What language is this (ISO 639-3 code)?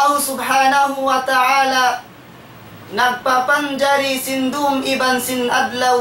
tsg